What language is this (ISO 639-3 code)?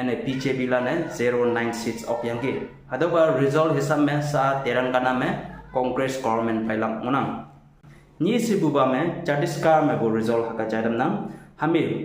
nbe